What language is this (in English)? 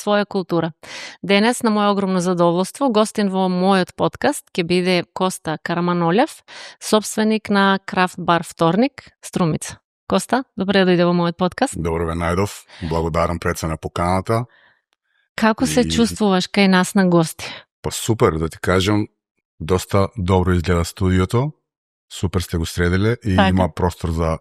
Macedonian